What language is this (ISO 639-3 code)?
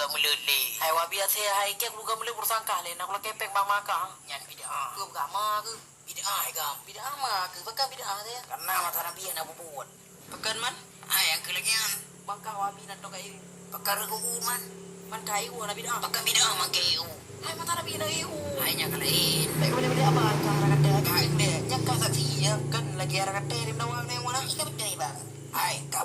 ace